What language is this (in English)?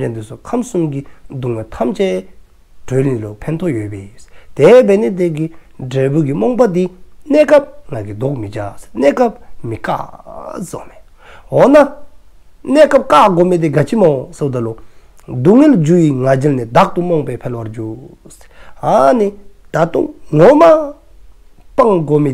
Dzongkha